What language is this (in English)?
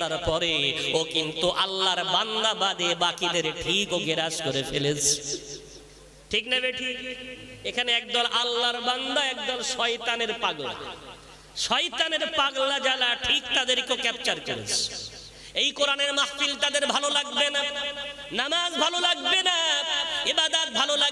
Bangla